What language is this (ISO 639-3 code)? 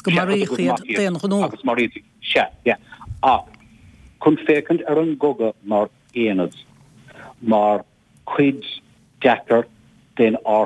gle